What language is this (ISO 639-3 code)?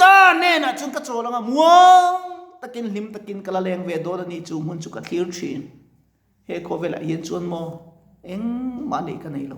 lus